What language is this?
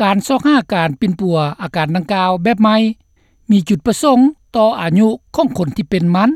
Lao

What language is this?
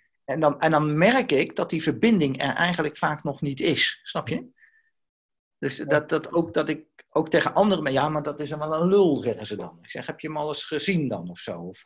Dutch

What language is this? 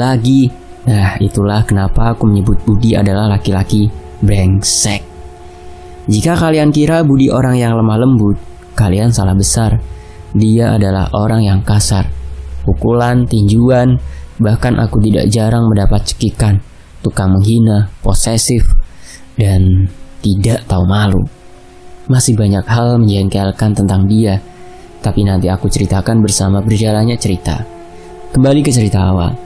Indonesian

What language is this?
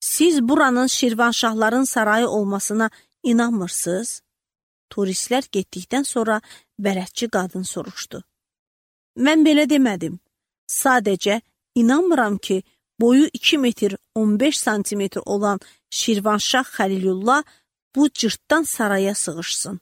Azerbaijani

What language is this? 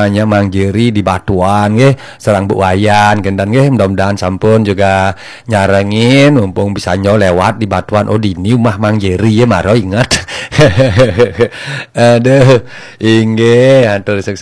Balinese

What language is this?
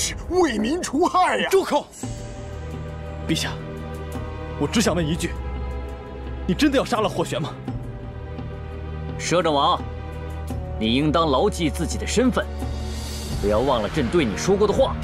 Chinese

